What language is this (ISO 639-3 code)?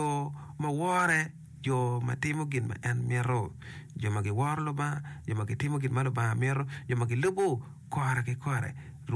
ach